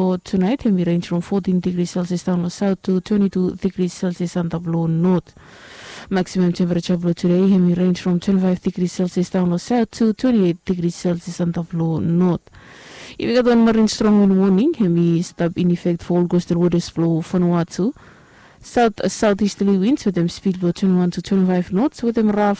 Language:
Bislama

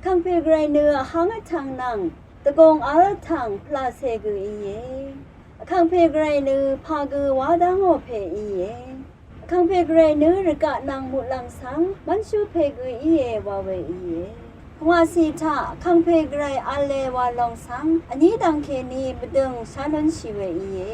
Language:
Rawang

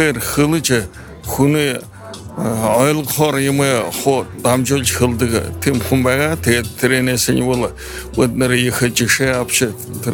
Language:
Buriat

